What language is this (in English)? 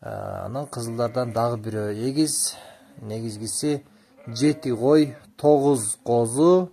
Kyrgyz